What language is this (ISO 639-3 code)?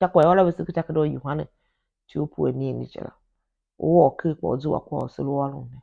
tiv